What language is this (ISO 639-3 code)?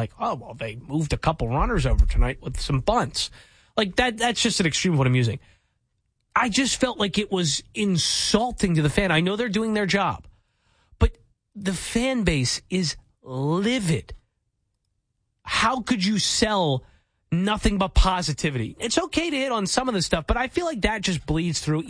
eng